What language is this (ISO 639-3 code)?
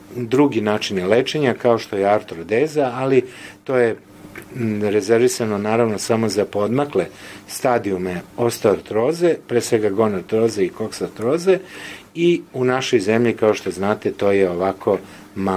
srp